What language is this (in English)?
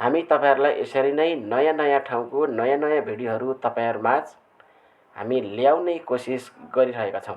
Nepali